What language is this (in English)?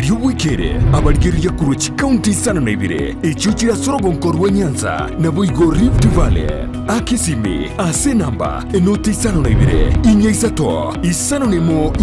Gusii